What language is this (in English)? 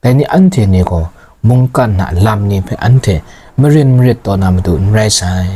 Kachin